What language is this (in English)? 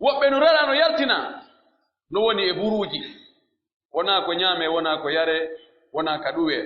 Pular